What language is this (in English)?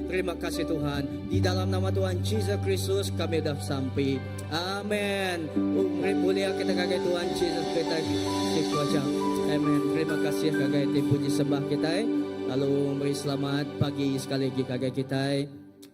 Iban